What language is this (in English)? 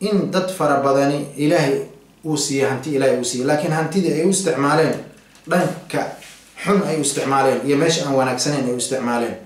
Somali